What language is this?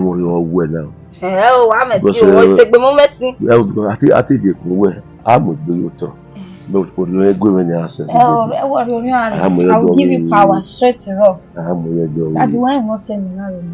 Bini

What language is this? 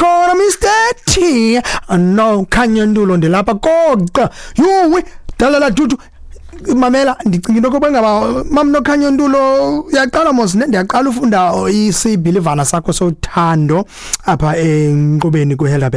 Xhosa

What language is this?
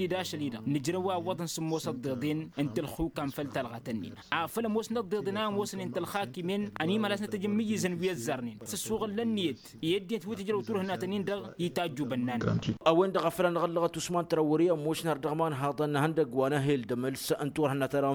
Tamasheq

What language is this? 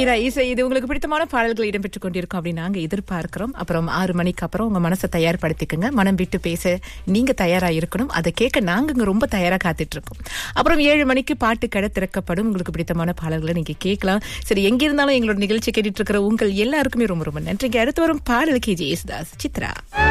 Tamil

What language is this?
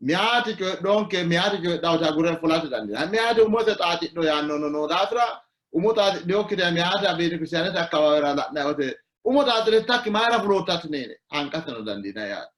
Sidamo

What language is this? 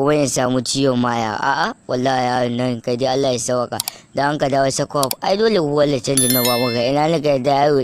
Hausa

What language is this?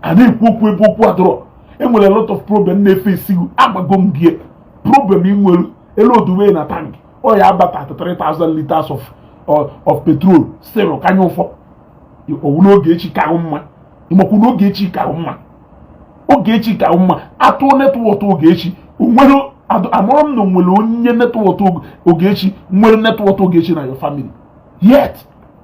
Igbo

